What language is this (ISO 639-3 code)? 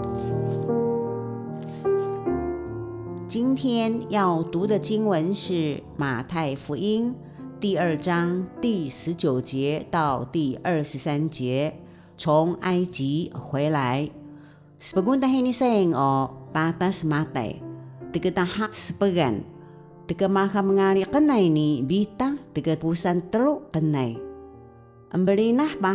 trv